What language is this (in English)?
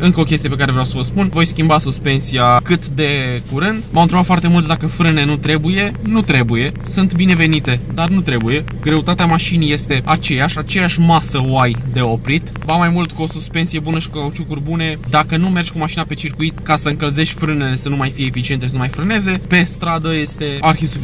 Romanian